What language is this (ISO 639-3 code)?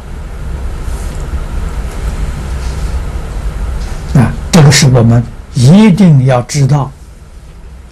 zho